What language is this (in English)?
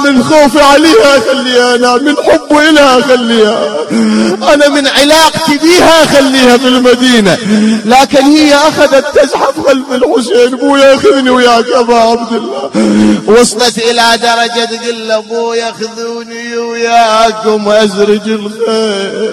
Mesopotamian Arabic